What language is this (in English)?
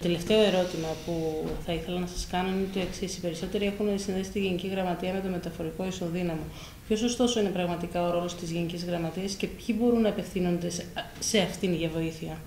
Greek